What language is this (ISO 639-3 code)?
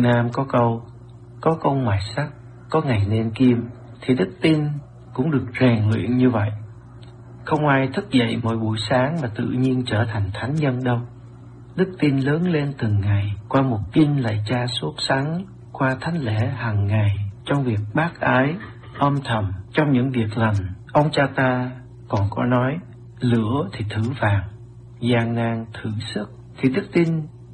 vie